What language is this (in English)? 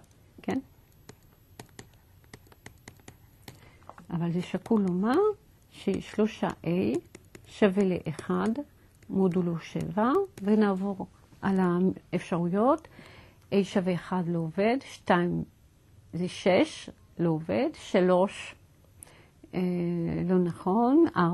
Hebrew